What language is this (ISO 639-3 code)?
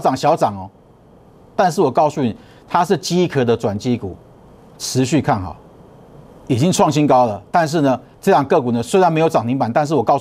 zho